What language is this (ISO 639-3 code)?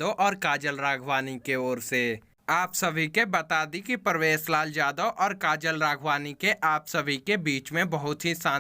bho